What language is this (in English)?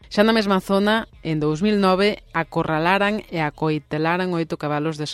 Galician